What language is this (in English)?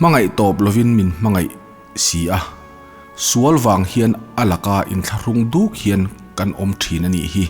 Mizo